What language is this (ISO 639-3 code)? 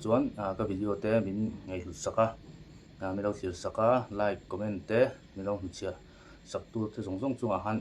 lus